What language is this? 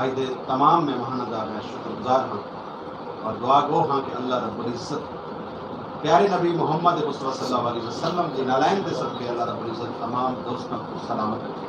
Saraiki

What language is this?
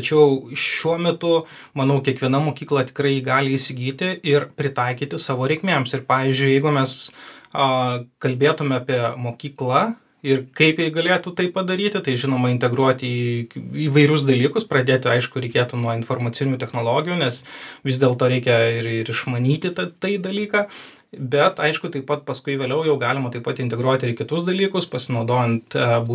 Lithuanian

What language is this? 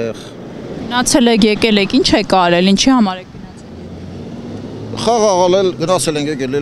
Armenian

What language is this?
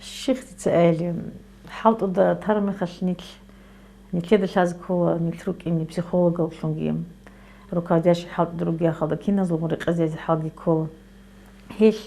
Avaric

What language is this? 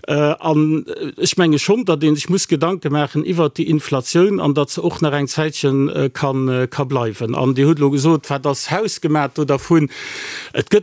Luxembourgish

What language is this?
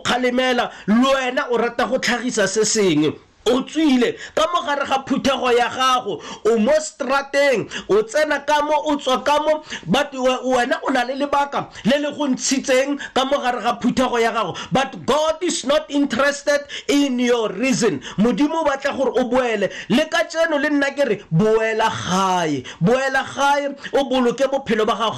Tswana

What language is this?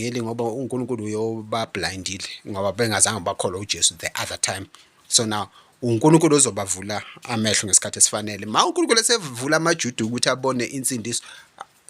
Zulu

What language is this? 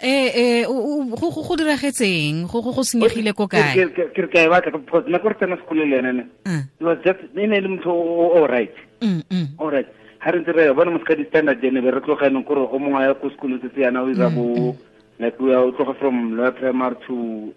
Tswana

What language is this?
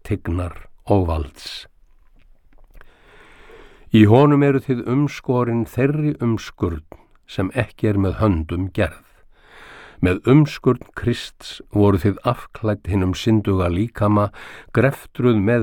Icelandic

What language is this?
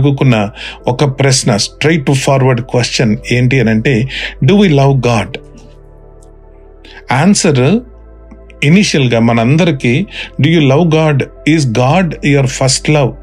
Telugu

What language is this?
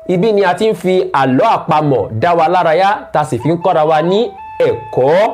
Yoruba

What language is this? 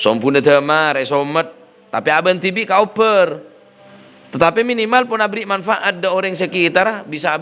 Madurese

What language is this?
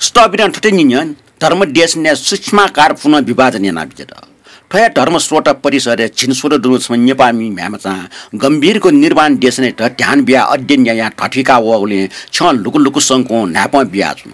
Newari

